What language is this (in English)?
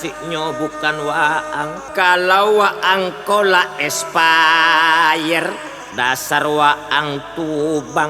Minangkabau